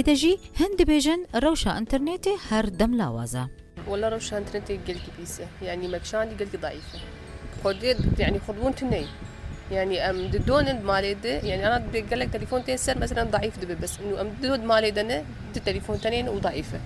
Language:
Kurdish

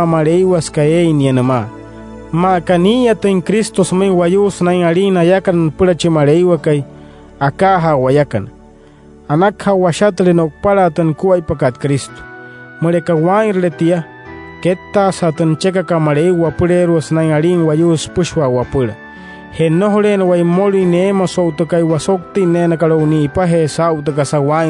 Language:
Wayuu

